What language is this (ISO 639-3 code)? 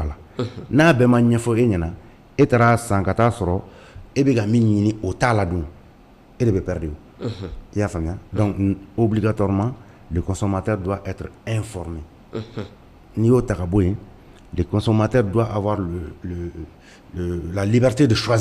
bam